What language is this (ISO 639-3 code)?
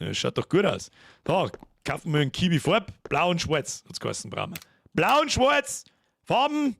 bar